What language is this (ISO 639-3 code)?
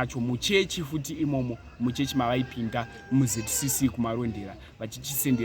sna